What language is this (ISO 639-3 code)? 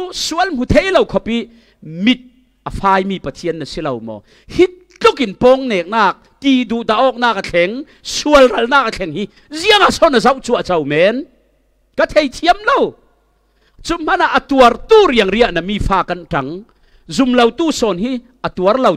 cfm